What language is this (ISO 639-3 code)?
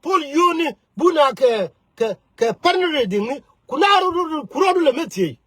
nus